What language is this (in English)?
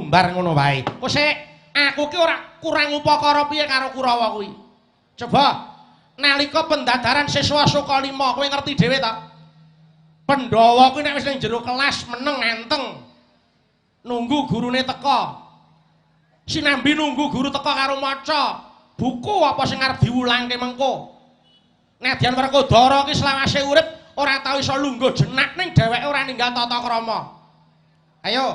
Javanese